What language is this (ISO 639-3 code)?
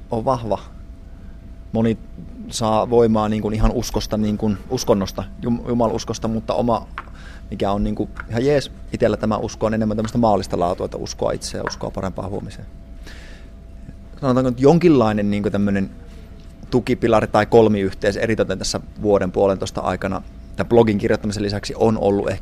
fin